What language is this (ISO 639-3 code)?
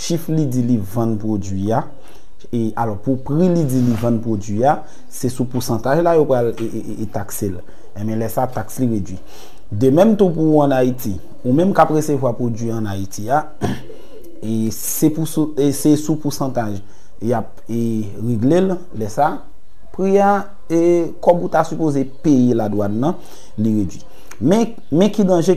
hat